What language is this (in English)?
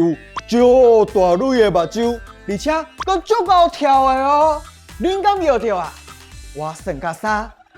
Min Nan Chinese